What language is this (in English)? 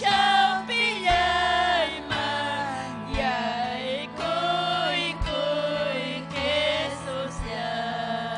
Ayacucho Quechua